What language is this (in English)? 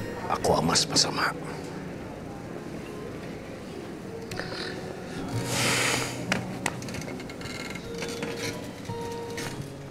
Filipino